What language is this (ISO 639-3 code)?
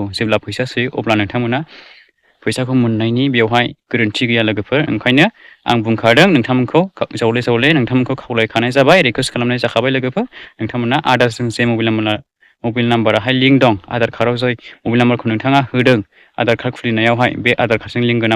brx